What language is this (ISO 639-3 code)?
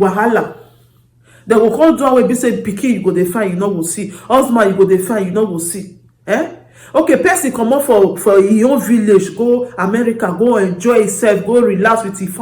pcm